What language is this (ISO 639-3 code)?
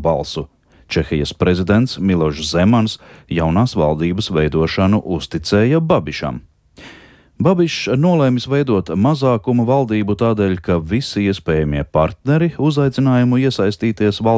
lav